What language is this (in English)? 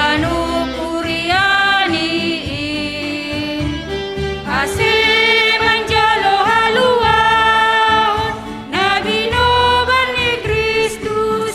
Batak Simalungun